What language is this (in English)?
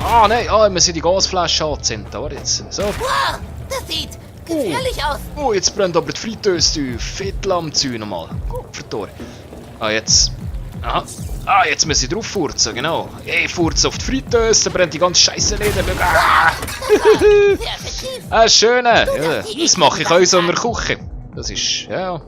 Swiss German